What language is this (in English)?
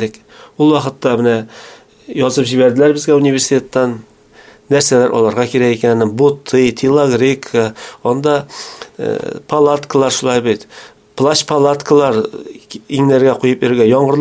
Tatar